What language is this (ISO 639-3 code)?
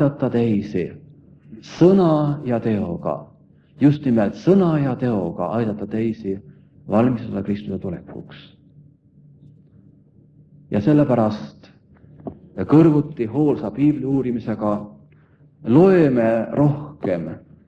est